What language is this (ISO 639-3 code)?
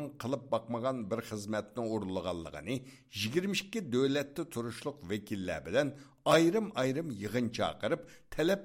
uig